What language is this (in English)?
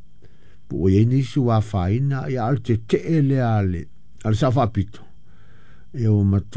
Samoan